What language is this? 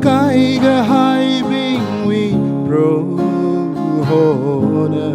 Tangkhul Naga (India)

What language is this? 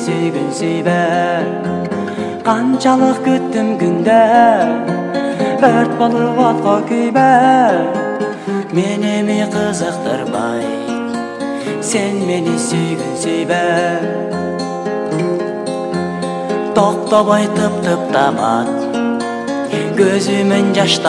Kyrgyz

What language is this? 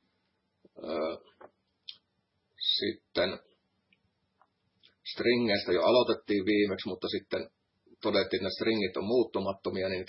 Finnish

